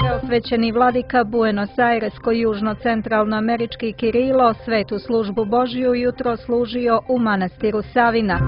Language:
Serbian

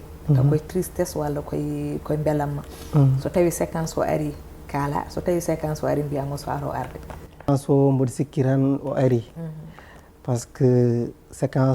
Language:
Fula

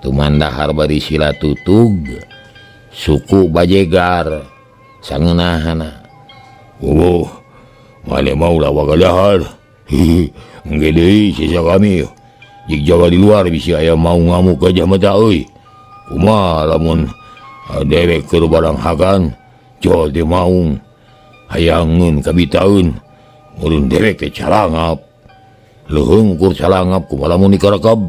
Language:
Sundanese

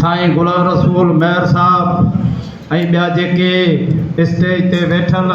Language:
Sindhi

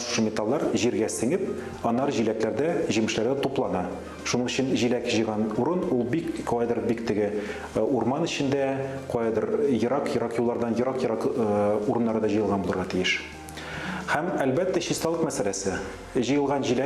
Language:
Tatar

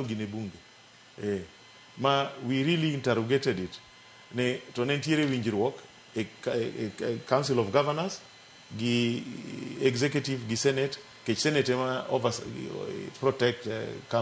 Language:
Luo (Kenya and Tanzania)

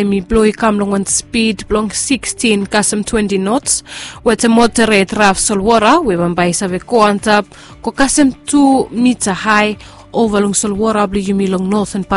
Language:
Bislama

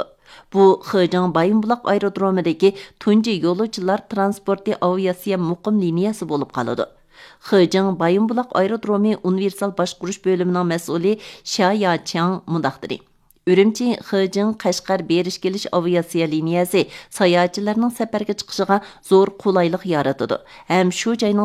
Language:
Uyghur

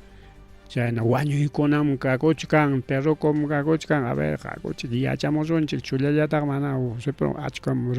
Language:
Ayacucho Quechua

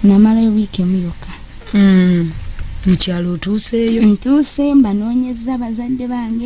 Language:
Ganda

